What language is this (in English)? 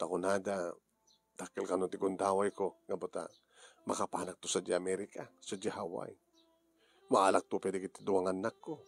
Iloko